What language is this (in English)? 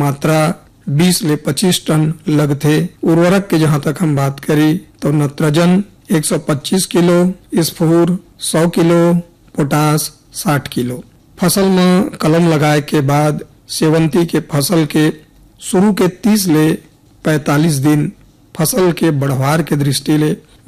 Chhattisgarhi